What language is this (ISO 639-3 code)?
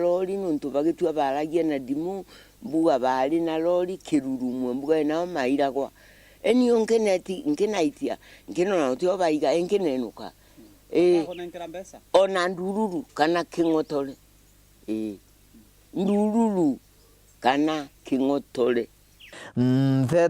mer